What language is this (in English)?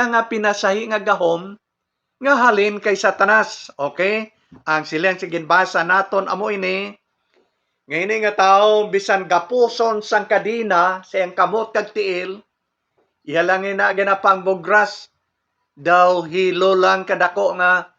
Hiligaynon